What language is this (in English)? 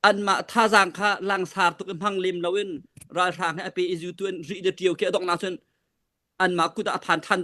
Hakha Chin